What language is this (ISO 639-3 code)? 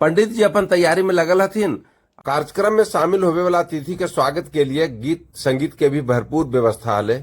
mag